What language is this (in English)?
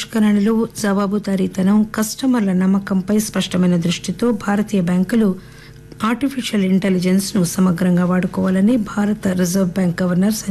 Telugu